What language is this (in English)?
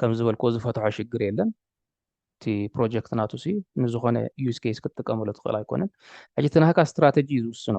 Tigrinya